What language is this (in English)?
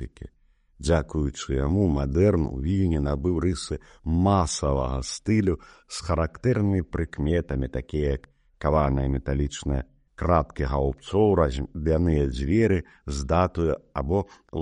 Belarusian